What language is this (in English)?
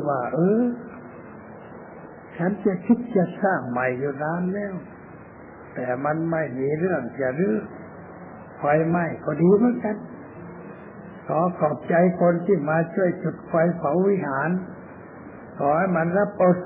Thai